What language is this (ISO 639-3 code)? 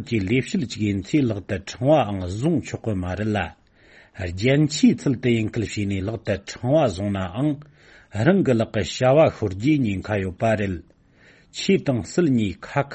bod